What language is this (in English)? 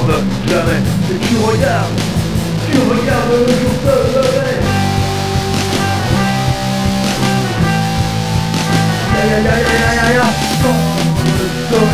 French